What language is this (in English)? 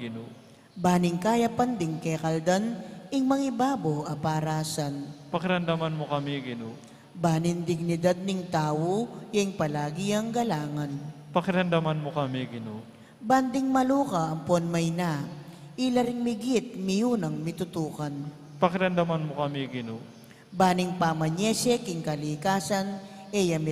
Pampanga